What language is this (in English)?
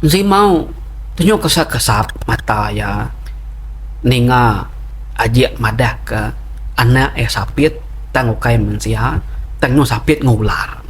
Iban